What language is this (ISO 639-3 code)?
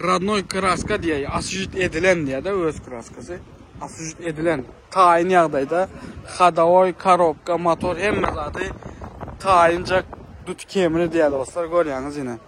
tuk